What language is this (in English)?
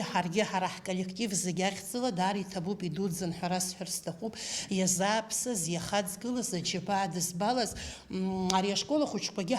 Abkhazian